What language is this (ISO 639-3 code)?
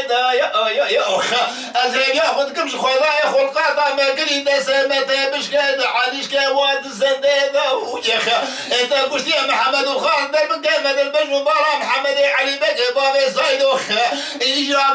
kur